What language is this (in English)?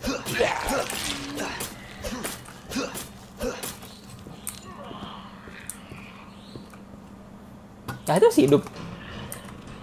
Indonesian